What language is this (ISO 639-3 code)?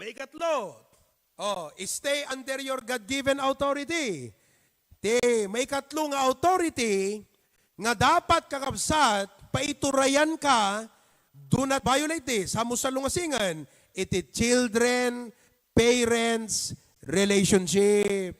ilo